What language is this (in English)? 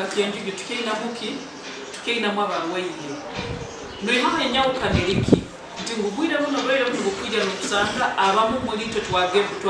Nyankole